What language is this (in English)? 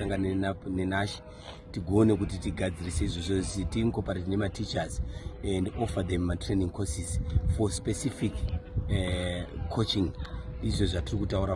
Shona